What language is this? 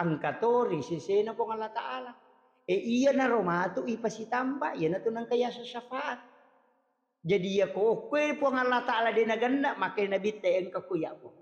Buginese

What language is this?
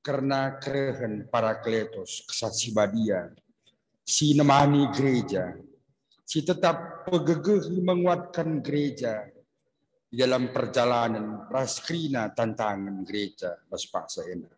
Batak Karo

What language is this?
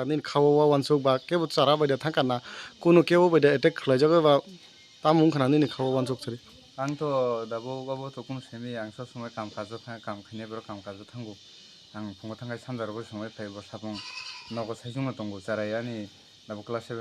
Kok Borok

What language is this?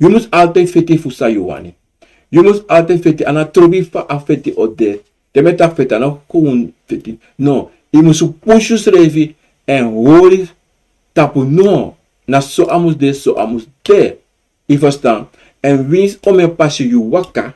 Sranan Tongo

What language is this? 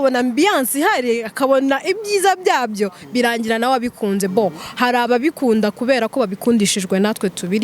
Kinyarwanda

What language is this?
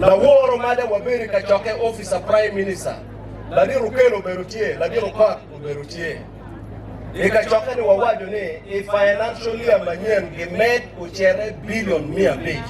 Acoli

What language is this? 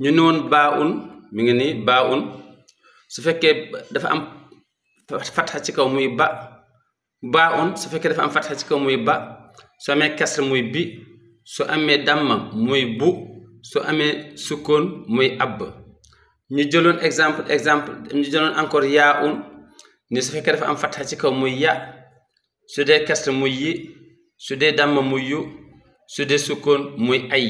Wolof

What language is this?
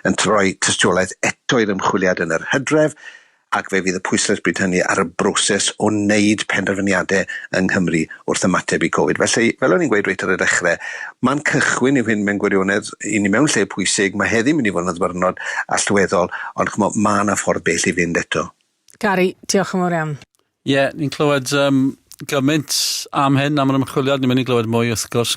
Welsh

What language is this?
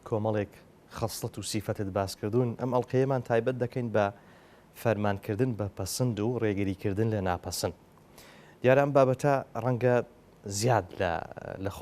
Central Kurdish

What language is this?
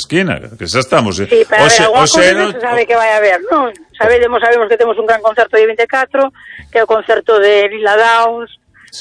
Galician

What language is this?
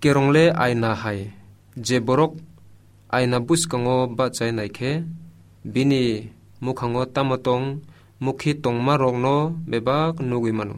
Kok Borok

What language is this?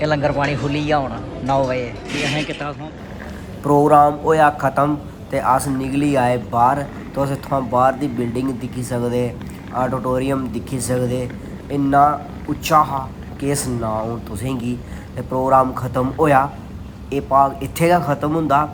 Dogri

